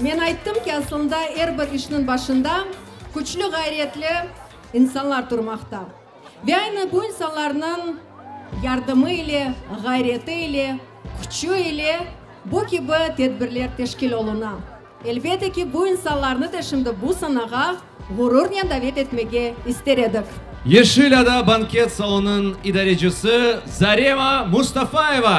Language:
Crimean Tatar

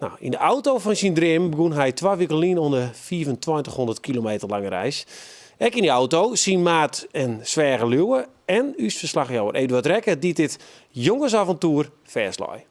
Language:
Western Frisian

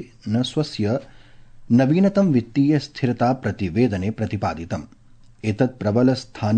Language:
Sanskrit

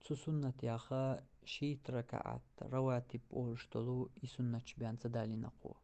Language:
Chechen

